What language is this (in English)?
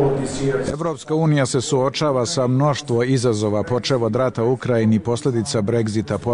Bosnian